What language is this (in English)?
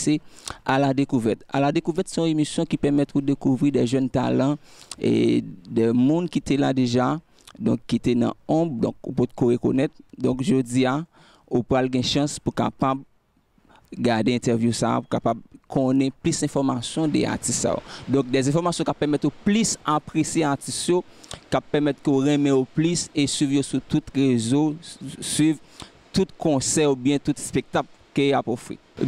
Haitian Creole